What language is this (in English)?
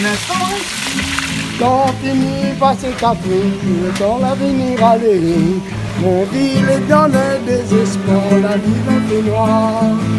Réunion Creole French